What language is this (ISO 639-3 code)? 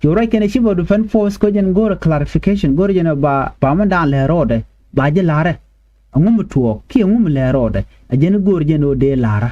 nus